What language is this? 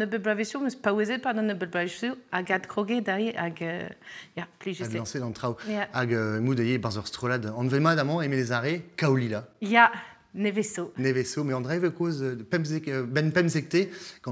Breton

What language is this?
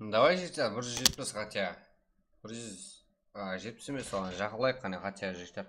Kara-Kalpak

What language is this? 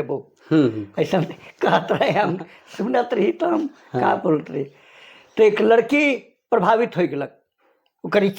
Sadri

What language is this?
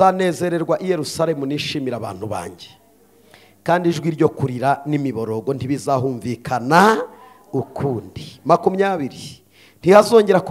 Kinyarwanda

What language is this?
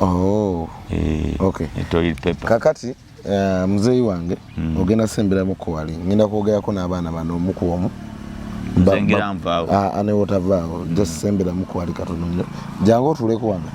Ganda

